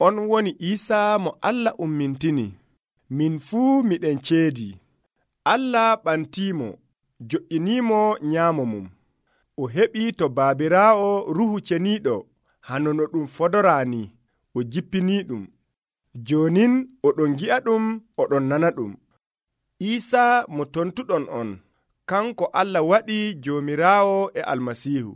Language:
Nigerian Fulfulde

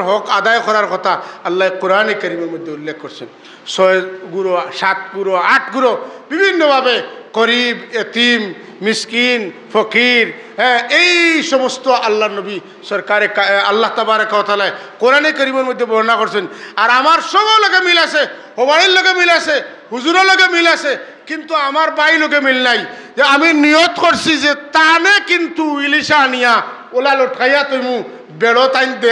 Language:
Sylheti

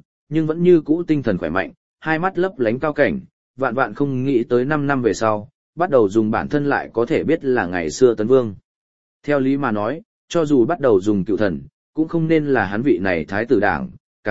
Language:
Vietnamese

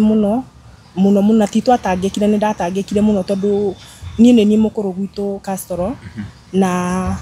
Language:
Kikuyu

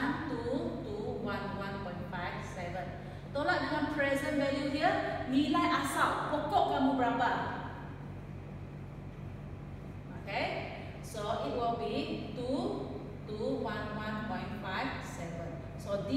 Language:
Malay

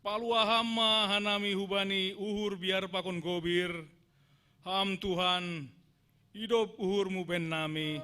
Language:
Batak Simalungun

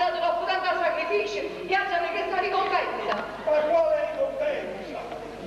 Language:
Neapolitan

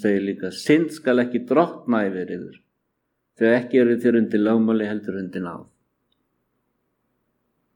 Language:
Icelandic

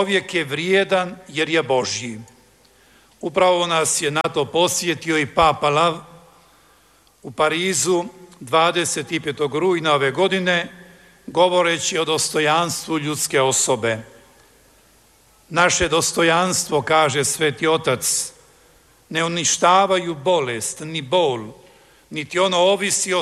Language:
Croatian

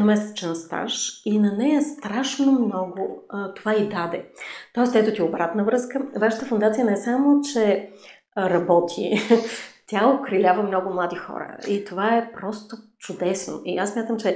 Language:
Bulgarian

